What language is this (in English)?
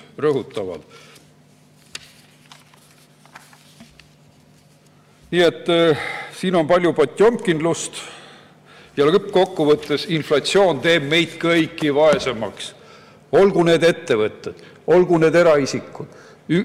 Estonian